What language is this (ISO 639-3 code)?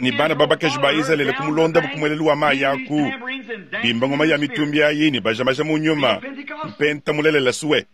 lua